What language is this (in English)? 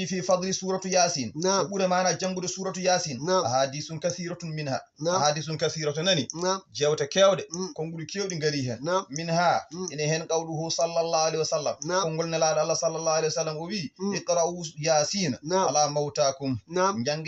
Fula